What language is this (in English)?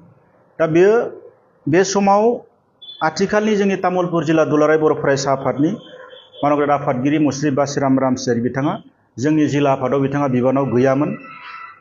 Bodo